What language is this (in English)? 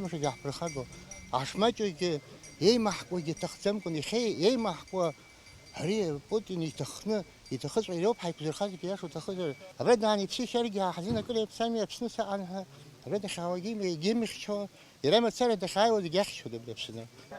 Abkhazian